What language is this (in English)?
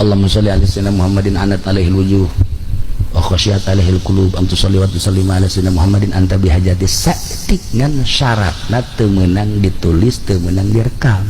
Sundanese